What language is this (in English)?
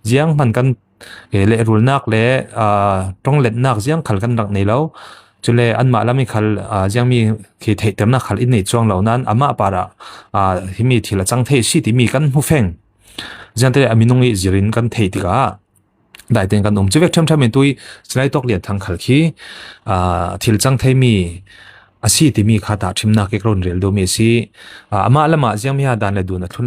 Falam Chin